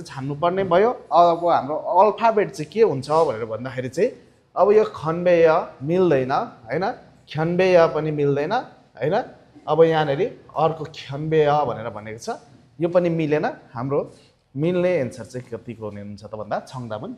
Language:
Nepali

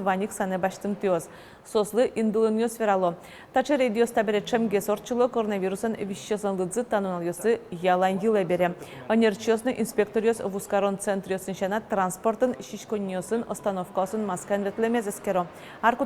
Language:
Udmurt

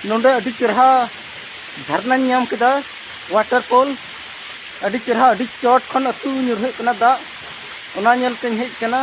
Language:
Santali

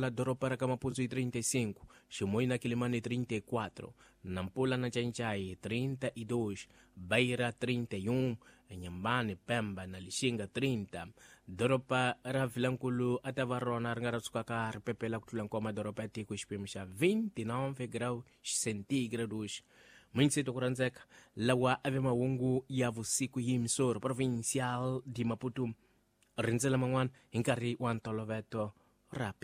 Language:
Tsonga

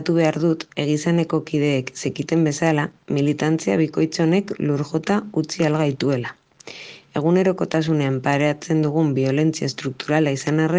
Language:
Basque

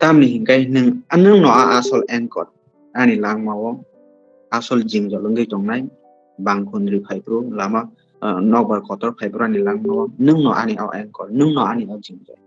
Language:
Kok Borok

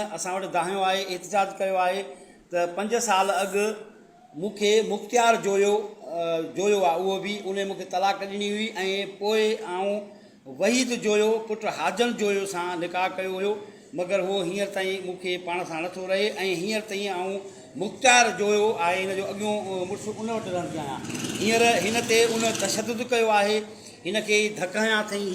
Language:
Sindhi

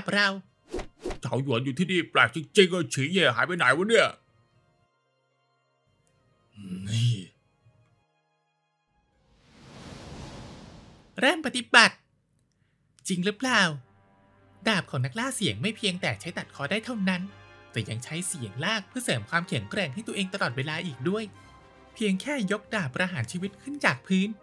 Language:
Thai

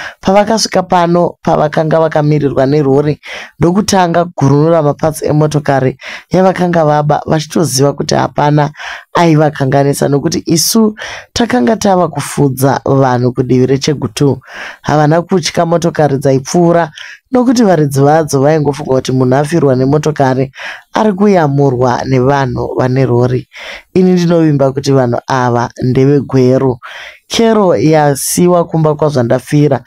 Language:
Shona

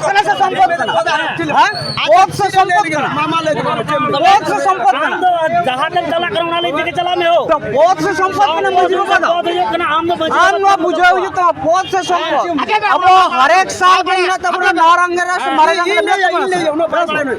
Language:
Santali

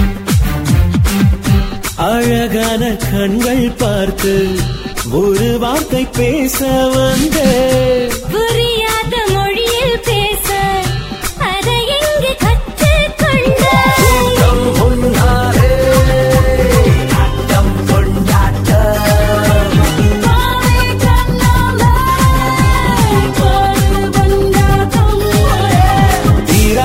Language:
Tamil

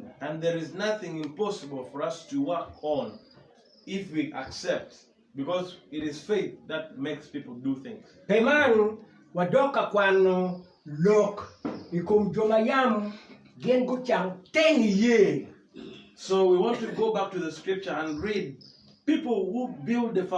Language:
Acoli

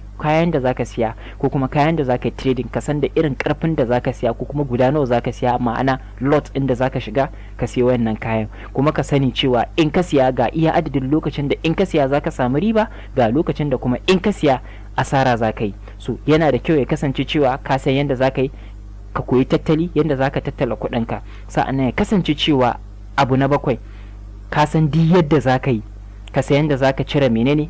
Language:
Hausa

